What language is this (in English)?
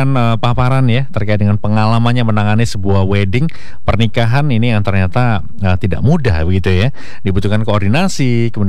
Indonesian